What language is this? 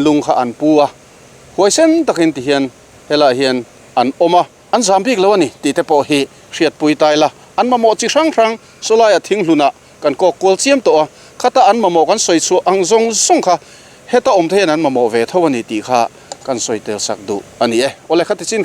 Mizo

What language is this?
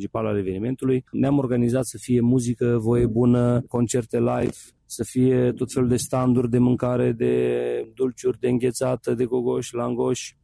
Romanian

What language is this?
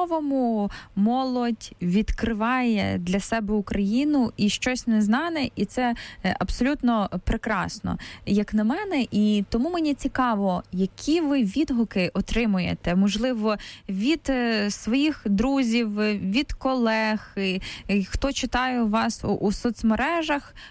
Ukrainian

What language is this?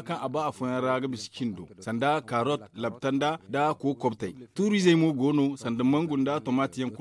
Zarma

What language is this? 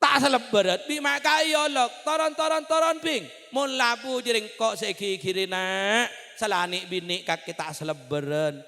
Madurese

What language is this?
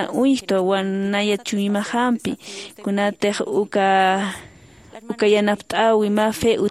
Aymara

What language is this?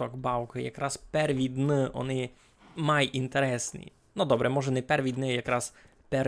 Rusyn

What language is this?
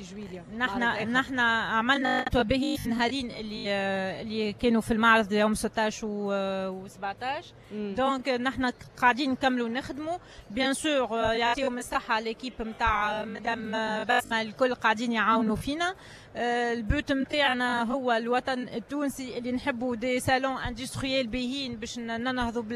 Tunisian Arabic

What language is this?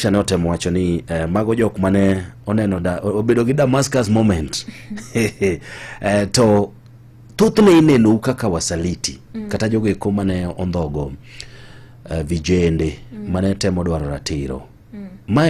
Luo (Kenya and Tanzania)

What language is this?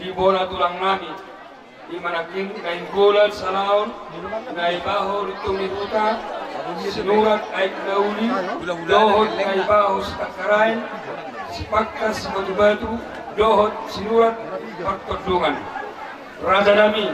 Batak Toba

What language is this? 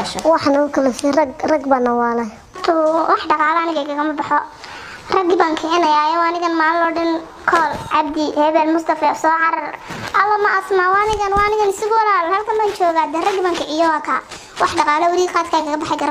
Somali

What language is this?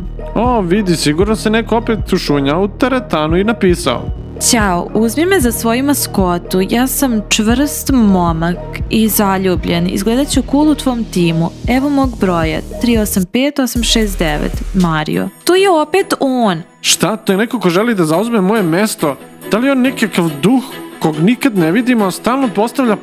Serbian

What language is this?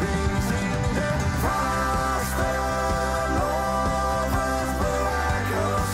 Limburgish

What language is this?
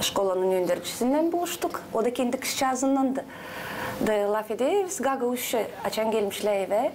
Gagauz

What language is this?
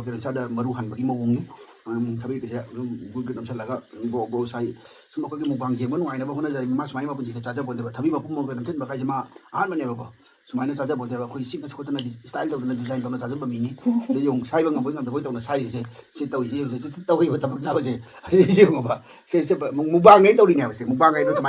Manipuri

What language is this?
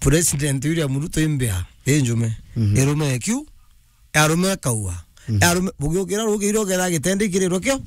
Meru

